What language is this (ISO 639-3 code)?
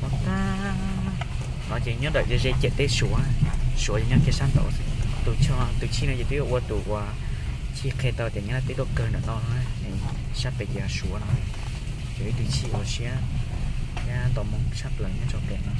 hmn